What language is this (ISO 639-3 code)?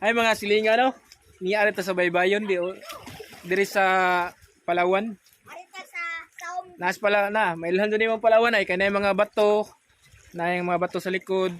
ceb